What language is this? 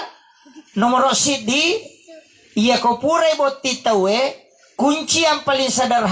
Buginese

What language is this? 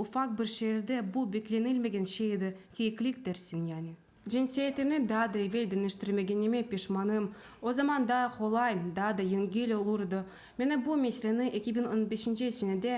Crimean Tatar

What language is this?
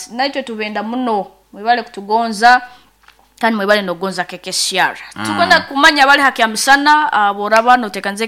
Nyoro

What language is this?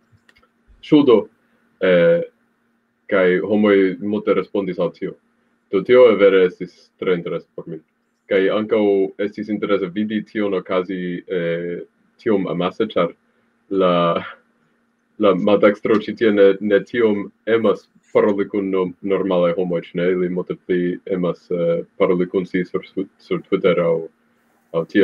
Esperanto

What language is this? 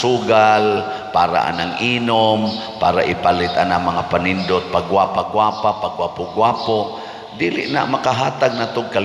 Cebuano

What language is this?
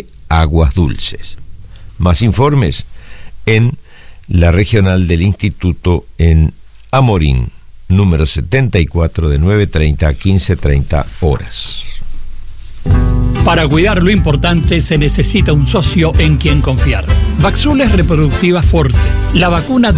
Spanish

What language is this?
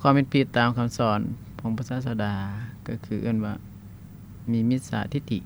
Lao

